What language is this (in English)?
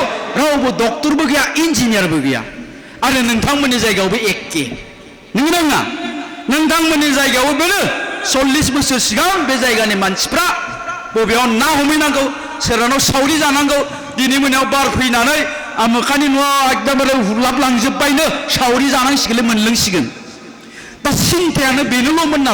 Bodo